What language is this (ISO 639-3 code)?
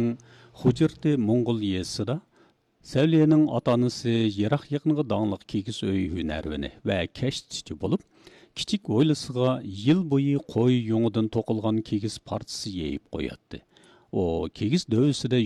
uig